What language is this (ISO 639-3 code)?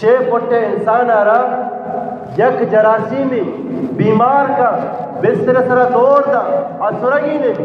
bgp